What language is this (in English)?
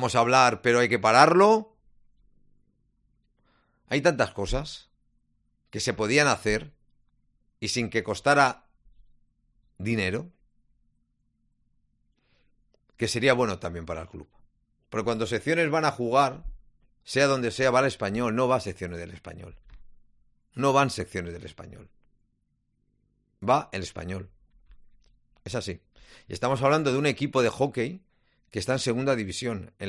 Spanish